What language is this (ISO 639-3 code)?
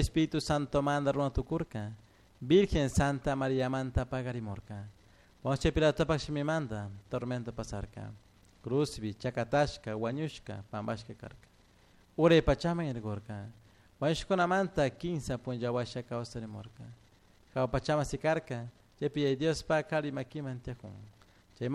qug